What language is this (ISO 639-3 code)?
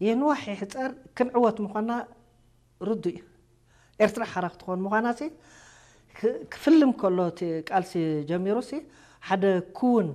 tir